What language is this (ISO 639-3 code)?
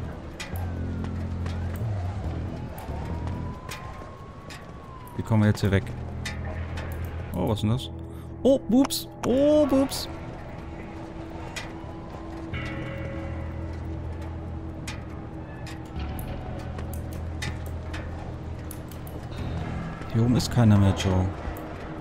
deu